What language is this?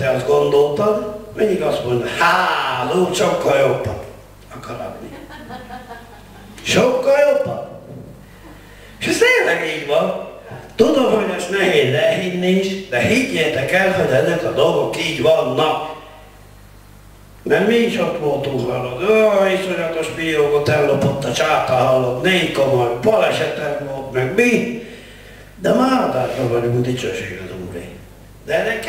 Hungarian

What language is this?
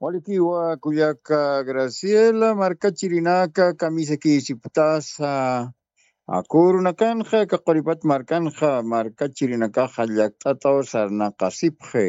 Aymara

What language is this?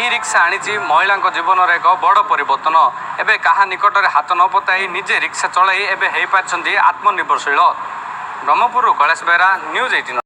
Odia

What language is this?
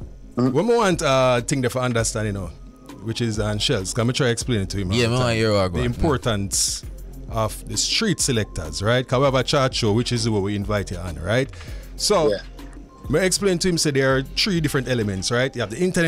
Jamaican Creole English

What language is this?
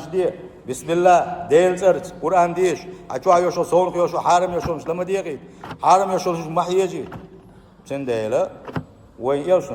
Chechen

